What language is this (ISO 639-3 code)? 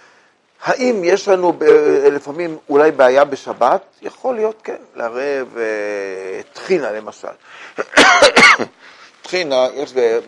heb